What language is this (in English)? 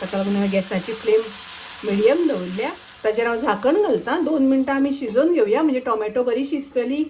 Konkani